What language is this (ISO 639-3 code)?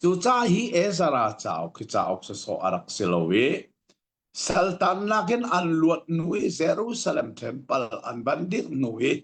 cnh